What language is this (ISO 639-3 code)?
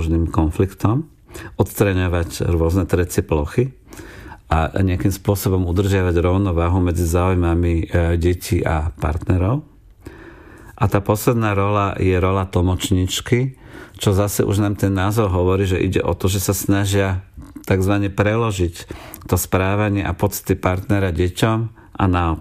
slk